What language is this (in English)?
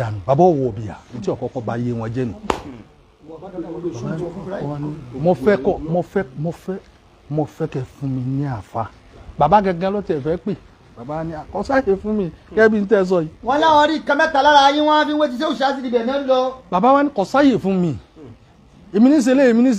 Yoruba